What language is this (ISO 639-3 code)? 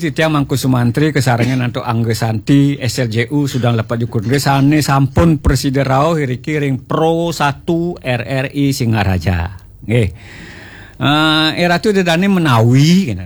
ban